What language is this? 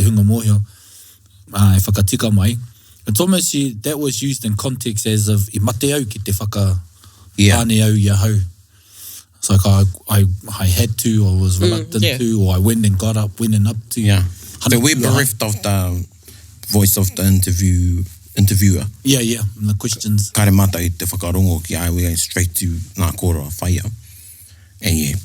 Māori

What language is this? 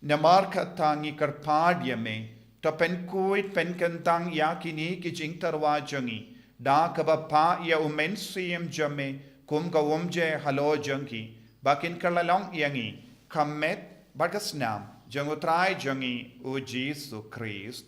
Khasi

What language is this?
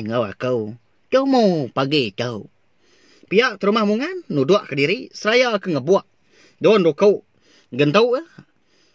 Iban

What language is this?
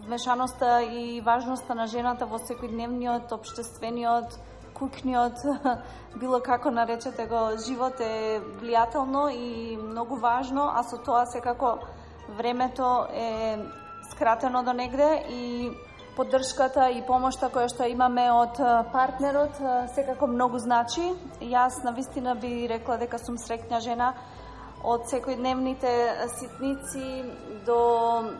Macedonian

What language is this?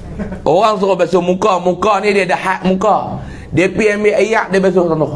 Malay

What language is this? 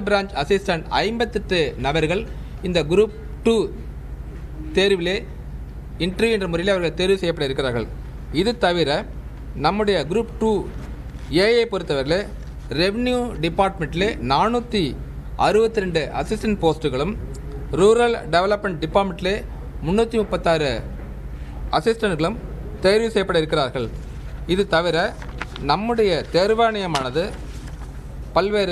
Tamil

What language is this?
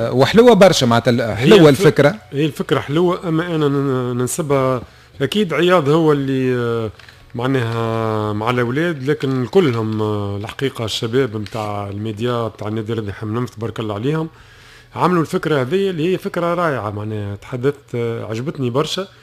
Tunisian Arabic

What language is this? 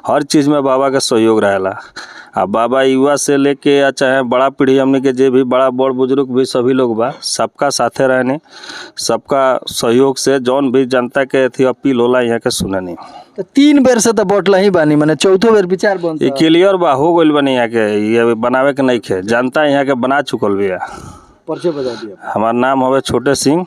Bhojpuri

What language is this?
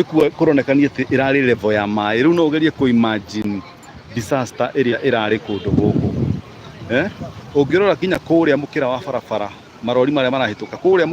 Kikuyu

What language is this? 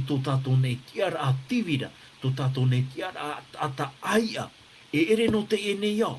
Tahitian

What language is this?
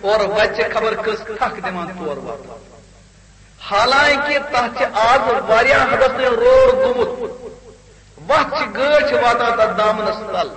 Kashmiri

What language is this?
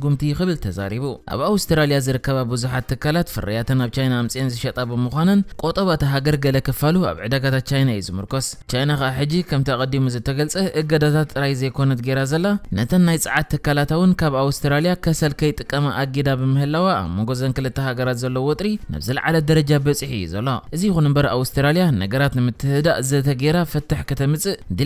Tigrinya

